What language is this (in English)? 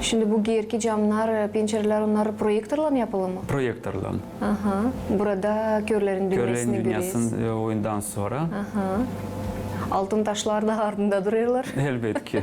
Gagauz